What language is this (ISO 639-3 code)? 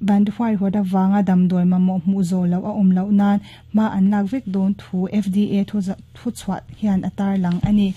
lus